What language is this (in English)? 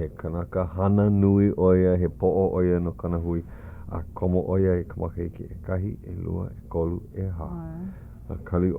Hawaiian